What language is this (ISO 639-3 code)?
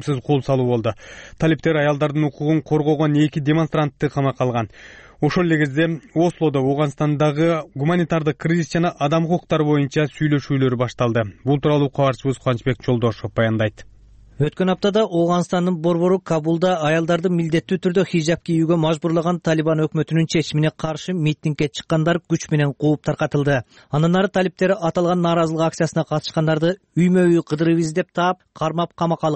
kir